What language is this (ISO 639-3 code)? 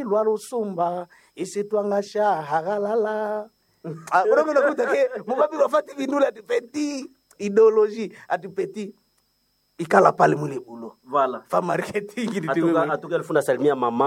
swa